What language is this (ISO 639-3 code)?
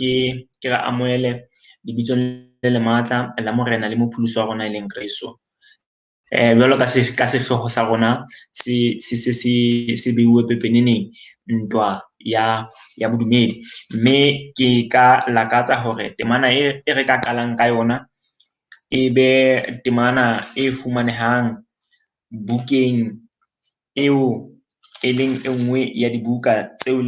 sot